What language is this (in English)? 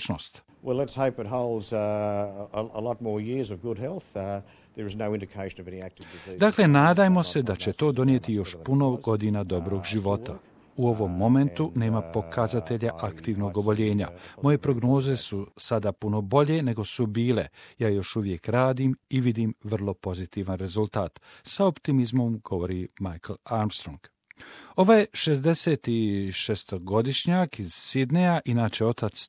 Croatian